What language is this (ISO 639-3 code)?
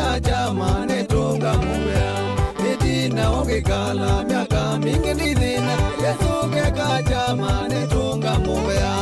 kam